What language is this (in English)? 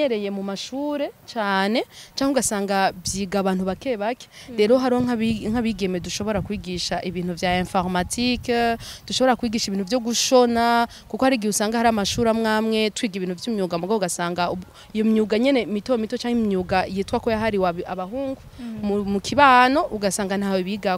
Rundi